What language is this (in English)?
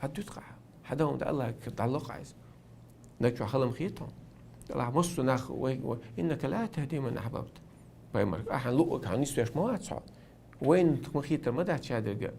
Chechen